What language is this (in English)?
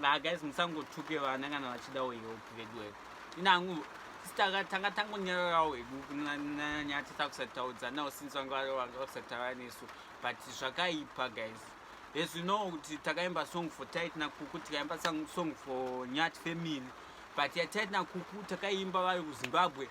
Shona